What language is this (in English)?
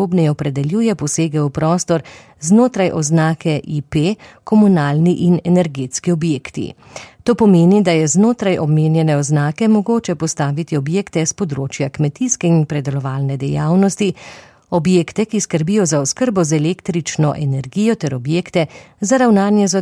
Slovenian